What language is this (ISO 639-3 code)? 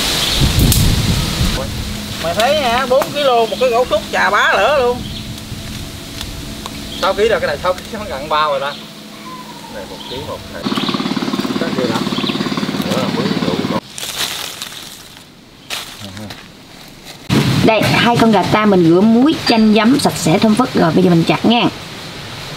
vie